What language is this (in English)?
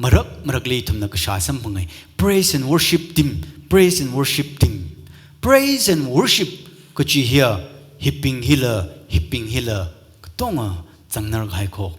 Tangkhul Naga (India)